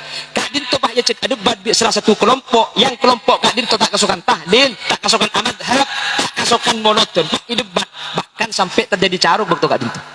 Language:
Madurese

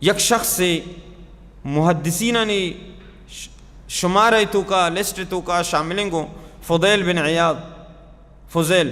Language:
Baluchi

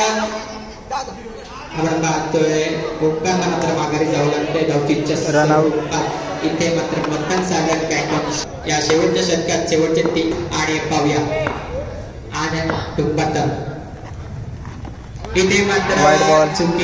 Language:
Marathi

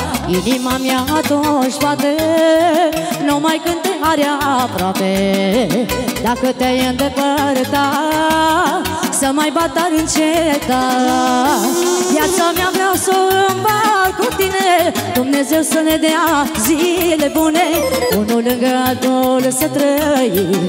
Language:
Romanian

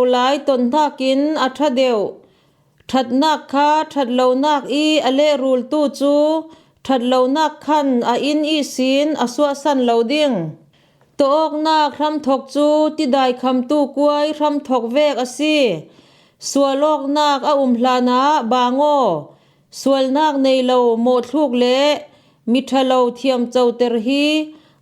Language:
Falam Chin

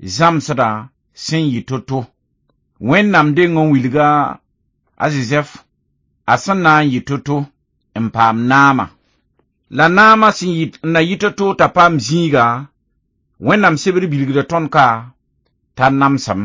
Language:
Mossi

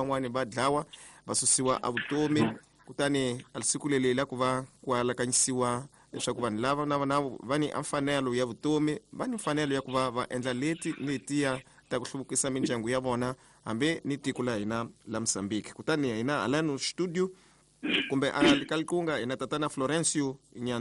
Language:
Tsonga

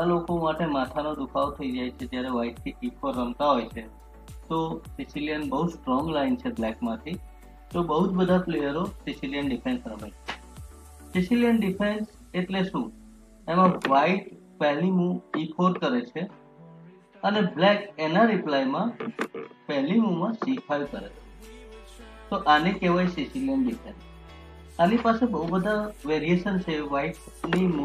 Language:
Gujarati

